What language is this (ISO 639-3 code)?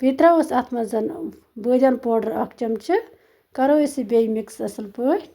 kas